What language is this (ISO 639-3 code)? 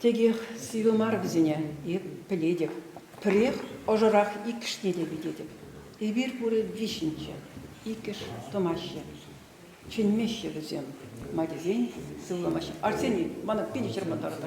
chv